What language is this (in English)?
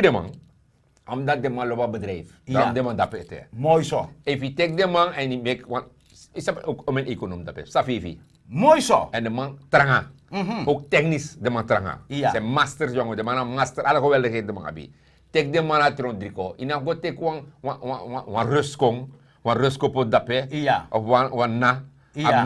Sranan Tongo